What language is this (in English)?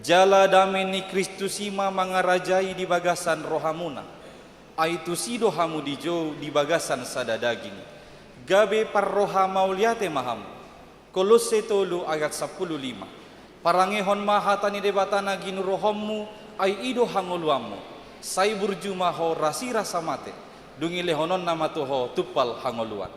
Batak Toba